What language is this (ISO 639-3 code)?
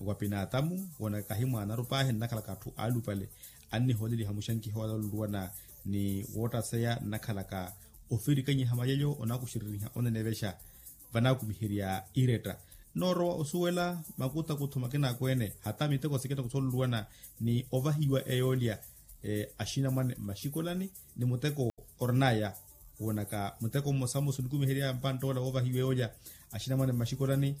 vmw